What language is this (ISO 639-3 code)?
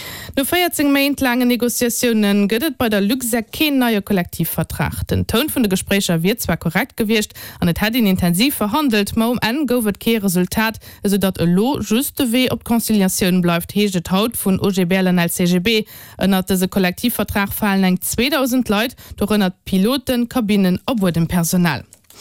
ltz